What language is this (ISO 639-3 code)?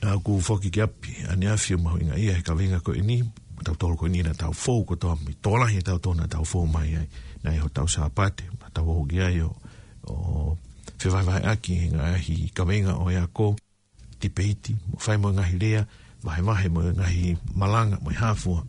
ton